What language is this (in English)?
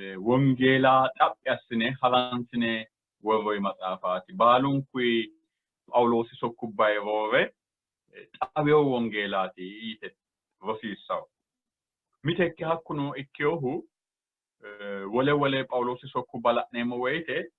Sidamo